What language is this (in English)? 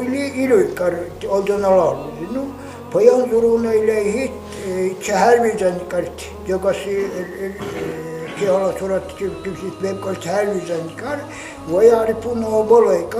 Dargwa